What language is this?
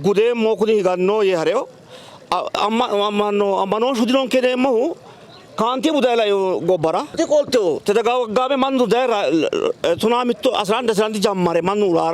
Sidamo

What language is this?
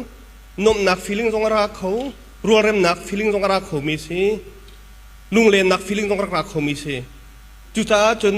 Hakha Chin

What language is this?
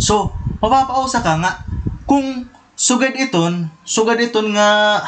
Waray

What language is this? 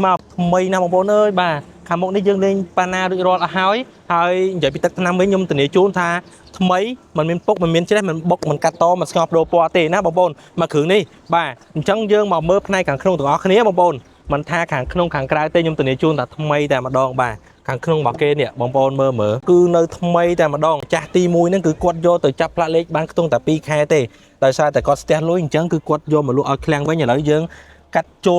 Khmer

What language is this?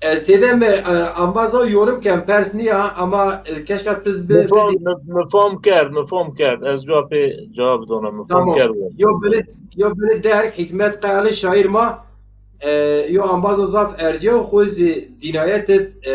Zaza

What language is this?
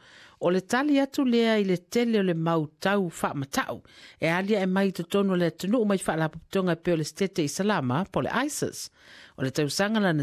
Samoan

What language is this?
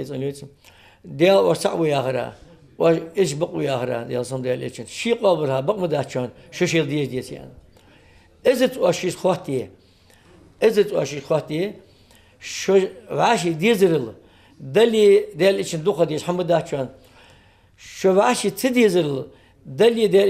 Ingush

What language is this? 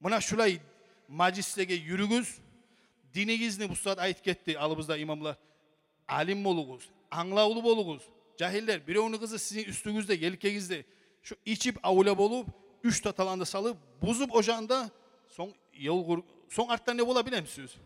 Kumyk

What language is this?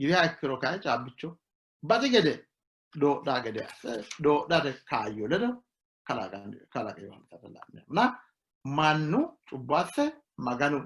Sidamo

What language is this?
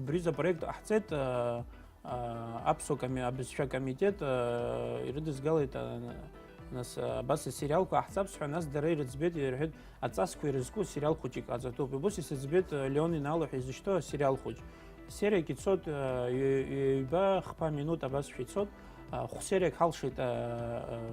Abkhazian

